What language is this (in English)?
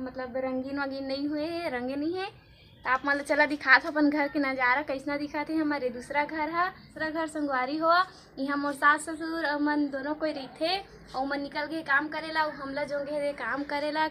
Chhattisgarhi